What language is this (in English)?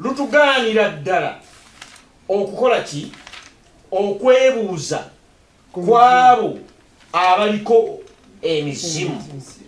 Ganda